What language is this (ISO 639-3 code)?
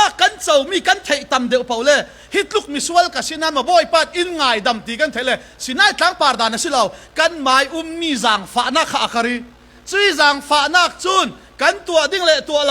cfm